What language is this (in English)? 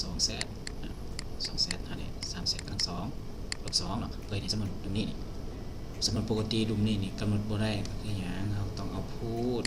Lao